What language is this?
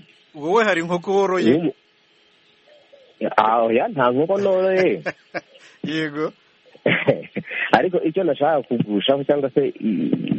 Kinyarwanda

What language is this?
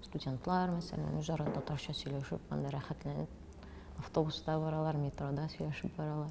Tatar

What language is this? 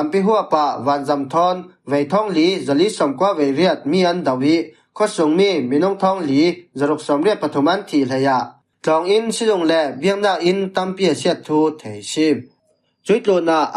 Falam Chin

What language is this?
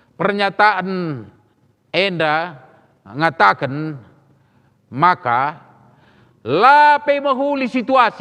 Batak Karo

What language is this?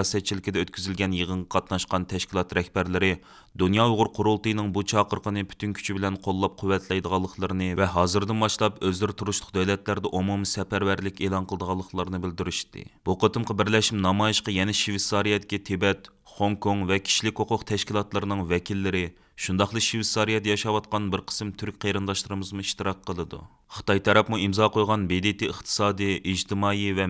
Uyghur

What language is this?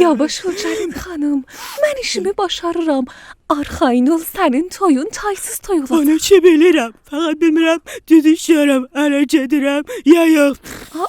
South Azerbaijani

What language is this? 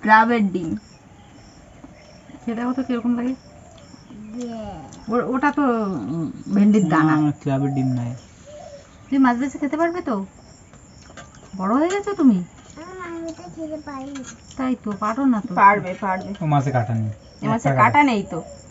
Bangla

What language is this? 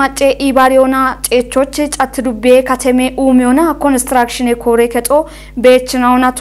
Kafa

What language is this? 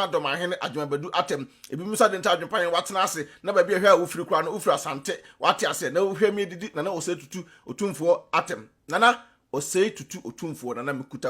Akan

